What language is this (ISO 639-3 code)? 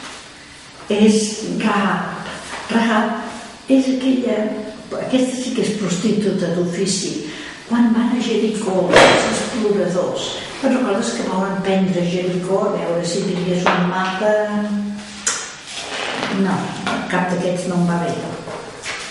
cat